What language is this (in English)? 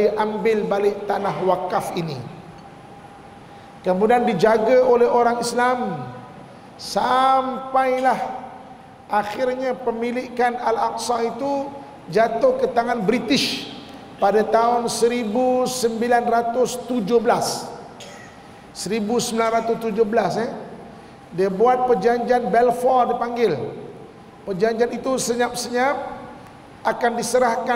Malay